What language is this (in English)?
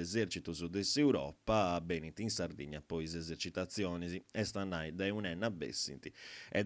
Sardinian